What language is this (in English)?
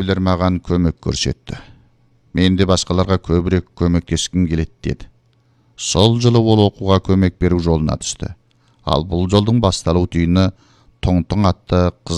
Kazakh